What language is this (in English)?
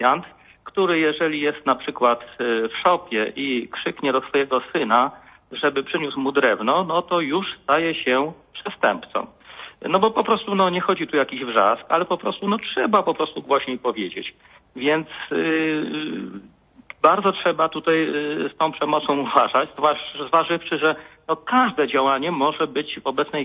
Polish